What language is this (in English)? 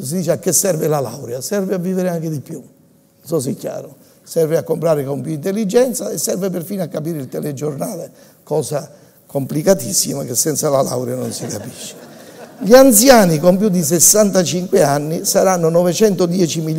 Italian